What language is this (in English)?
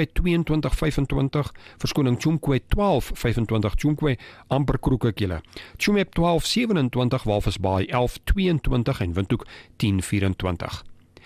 Afrikaans